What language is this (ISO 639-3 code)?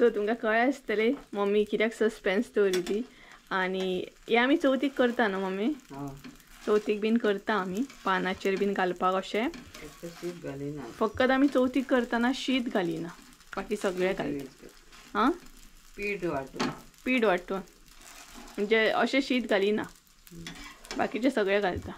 kok